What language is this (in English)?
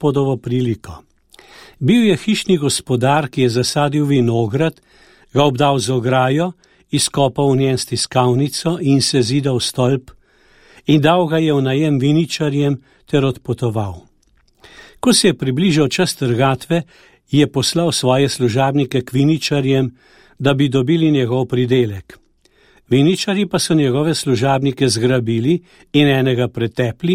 Slovenian